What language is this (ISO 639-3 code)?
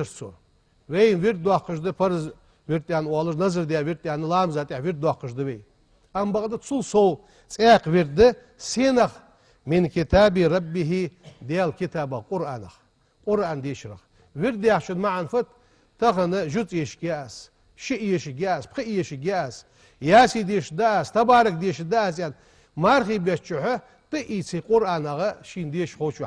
inh